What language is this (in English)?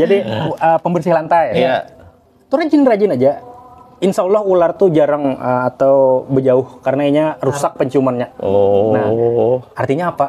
Banjar